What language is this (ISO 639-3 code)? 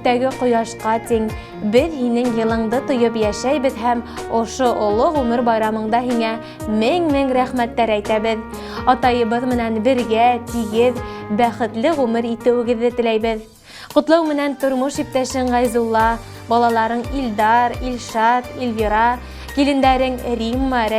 bak